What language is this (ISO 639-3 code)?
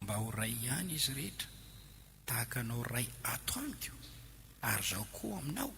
mlg